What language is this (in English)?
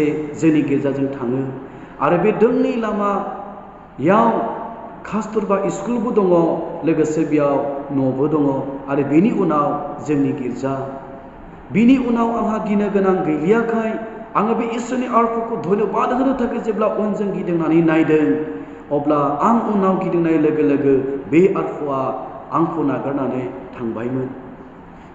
Bodo